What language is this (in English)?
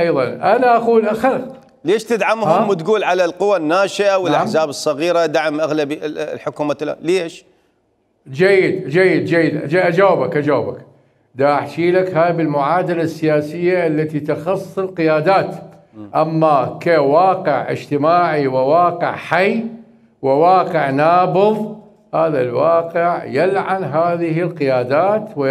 Mesopotamian Arabic